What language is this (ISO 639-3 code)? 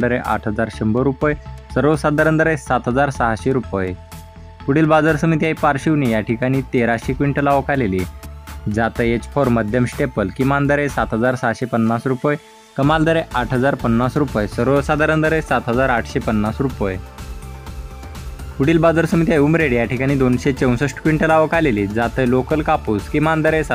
mar